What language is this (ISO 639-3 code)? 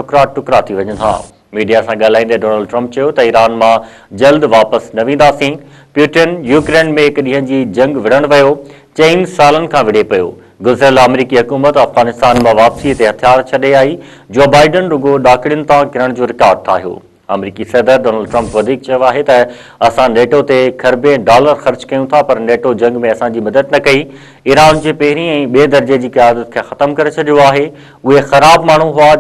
snd